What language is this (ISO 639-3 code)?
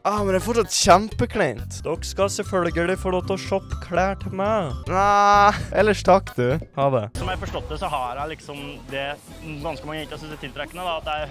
nor